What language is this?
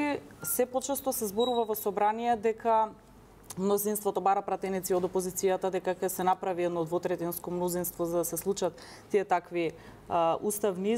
Macedonian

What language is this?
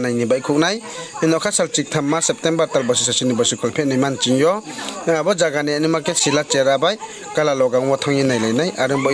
Riang (India)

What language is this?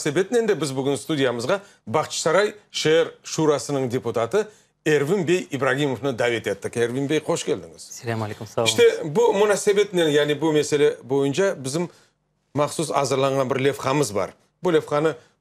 Crimean Tatar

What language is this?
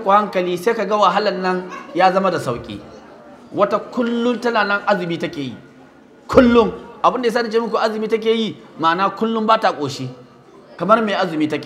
Hausa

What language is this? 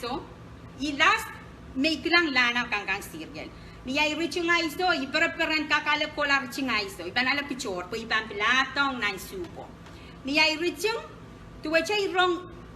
Pohnpeian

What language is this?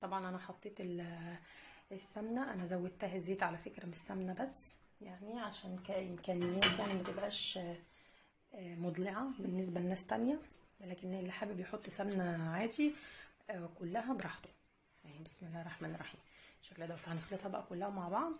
Egyptian Arabic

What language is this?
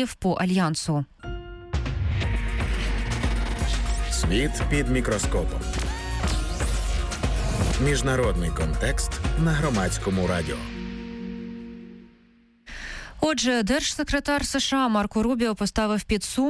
Ukrainian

